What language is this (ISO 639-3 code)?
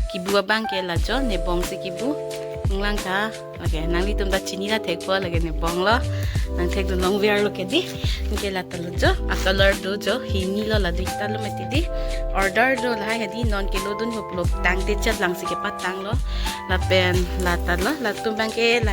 mjw